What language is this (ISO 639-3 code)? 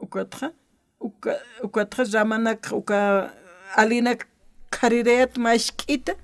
aym